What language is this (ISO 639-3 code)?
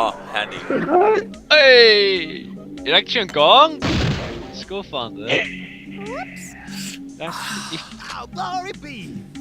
fao